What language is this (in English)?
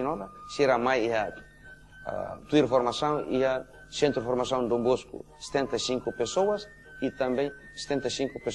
Tetum